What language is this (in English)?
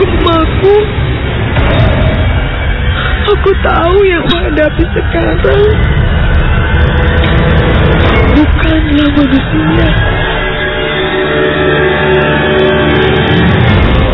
Indonesian